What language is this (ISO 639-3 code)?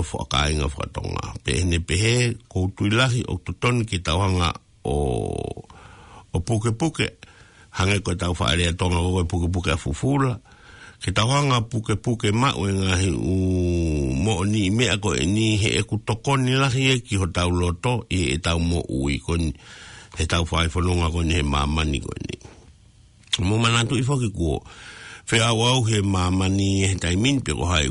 ton